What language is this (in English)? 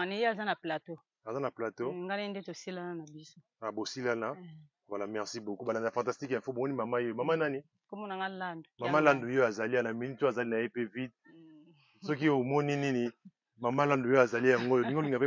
Lingala